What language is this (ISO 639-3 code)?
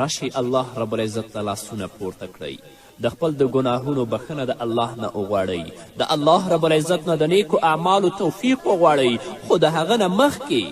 pus